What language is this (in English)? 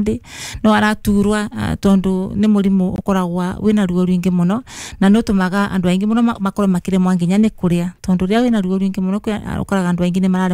Kikuyu